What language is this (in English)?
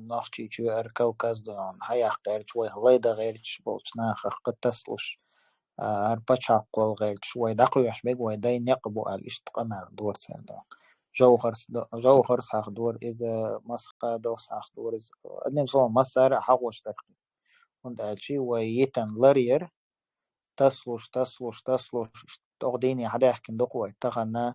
Chechen